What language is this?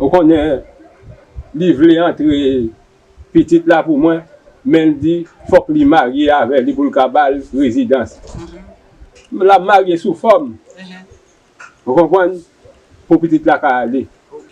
Haitian Creole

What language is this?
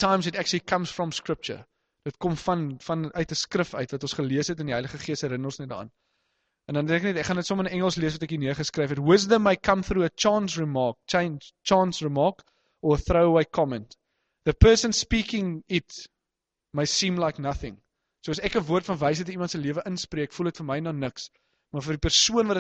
Afrikaans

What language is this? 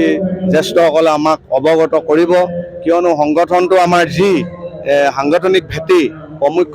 Assamese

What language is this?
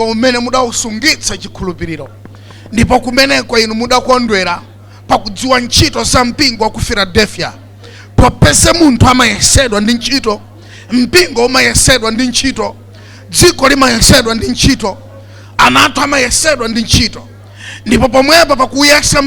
Nyanja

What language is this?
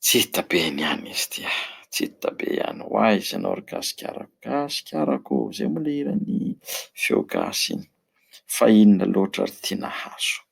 Malagasy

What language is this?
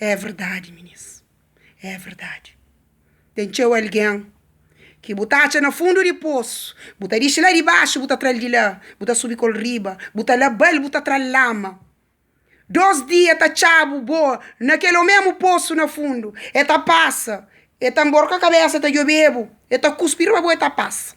Kabuverdianu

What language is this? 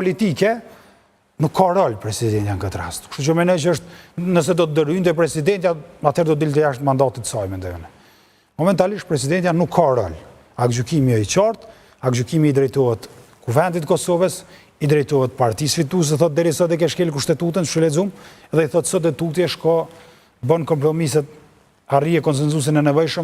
Albanian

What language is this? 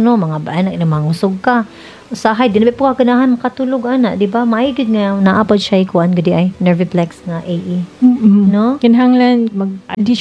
Cebuano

